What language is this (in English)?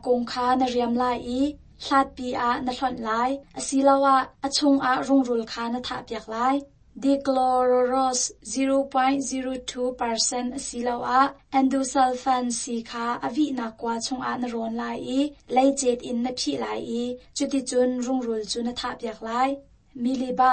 Hakha Chin